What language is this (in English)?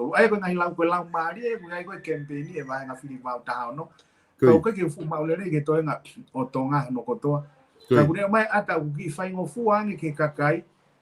Tongan